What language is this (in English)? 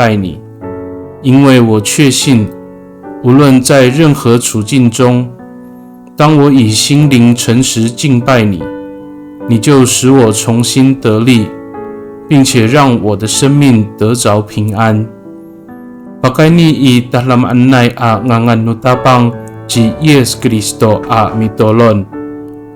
Amis